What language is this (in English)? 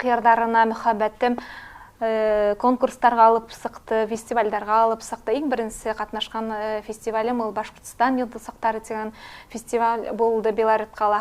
Bashkir